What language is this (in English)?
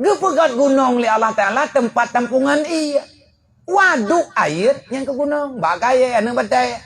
Achinese